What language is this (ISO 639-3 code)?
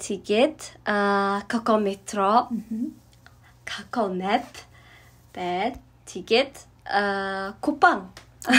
mon